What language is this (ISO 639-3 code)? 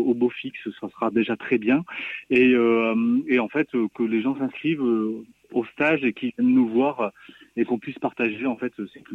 fra